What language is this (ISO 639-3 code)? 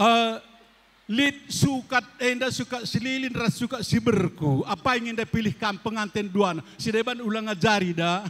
btx